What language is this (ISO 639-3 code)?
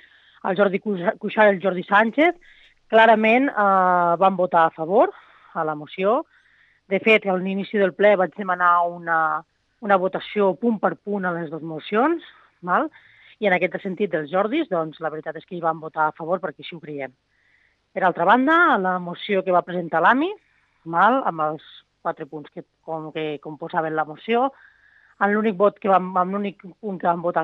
cat